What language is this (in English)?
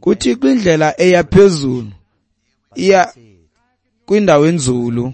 Xhosa